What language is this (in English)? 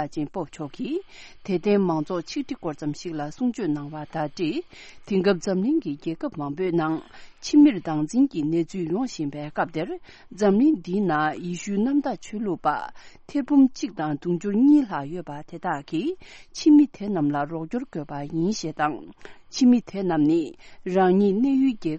Tibetan